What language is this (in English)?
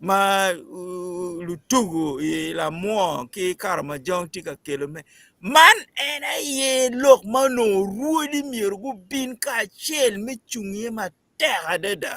Acoli